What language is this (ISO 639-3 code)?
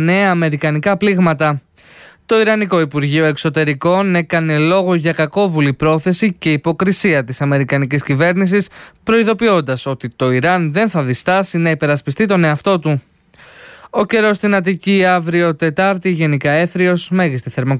ell